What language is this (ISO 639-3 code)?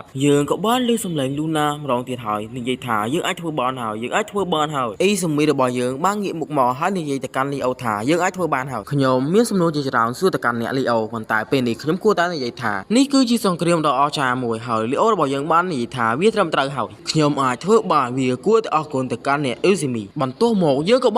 khm